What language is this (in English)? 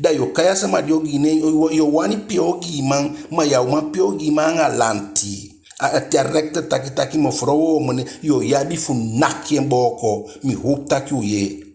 Eastern Maroon Creole